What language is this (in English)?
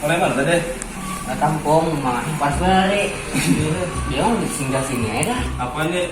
Banjar